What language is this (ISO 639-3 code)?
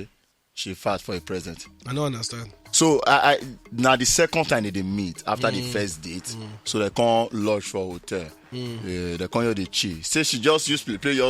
pcm